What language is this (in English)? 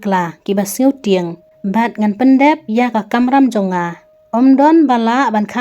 Khasi